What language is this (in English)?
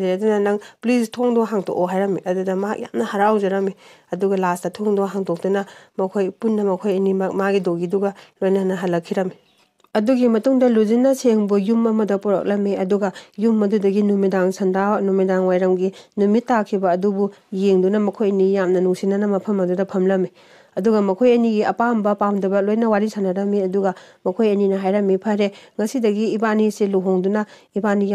Manipuri